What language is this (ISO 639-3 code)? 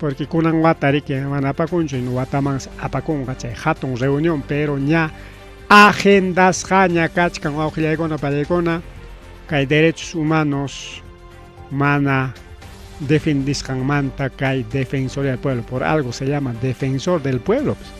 quy